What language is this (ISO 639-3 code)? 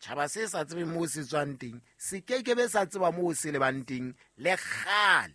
sot